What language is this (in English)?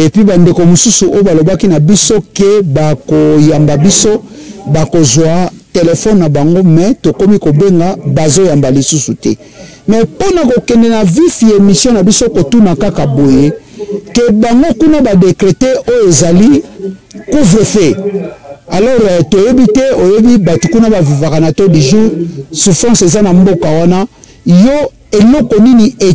Lingala